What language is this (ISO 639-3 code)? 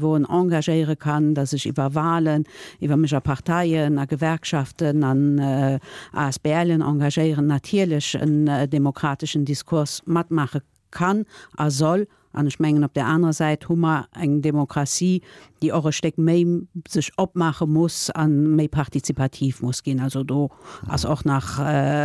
ltz